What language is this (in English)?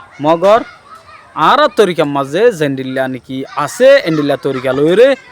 Rohingya